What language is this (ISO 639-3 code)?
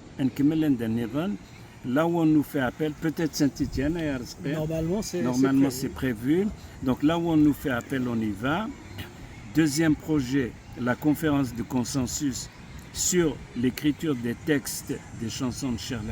kab